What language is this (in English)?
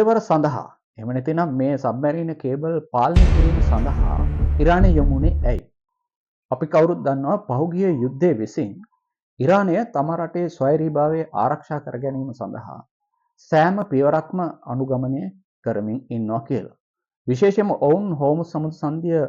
Sinhala